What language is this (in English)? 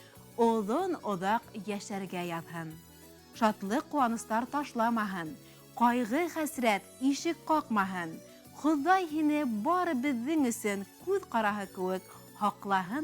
Bashkir